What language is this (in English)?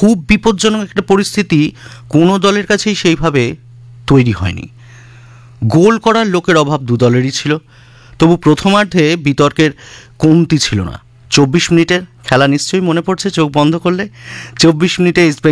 Bangla